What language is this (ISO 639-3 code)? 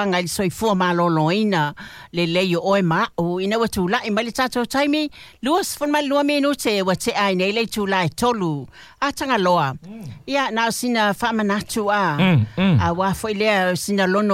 smo